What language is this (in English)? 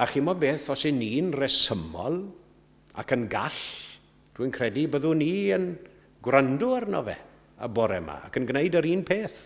Welsh